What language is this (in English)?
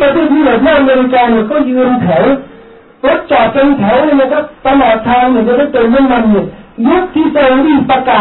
Thai